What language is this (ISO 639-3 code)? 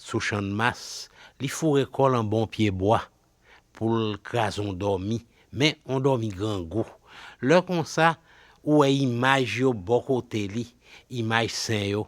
hat